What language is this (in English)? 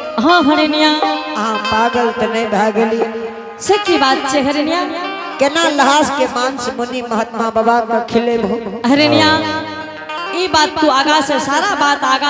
Angika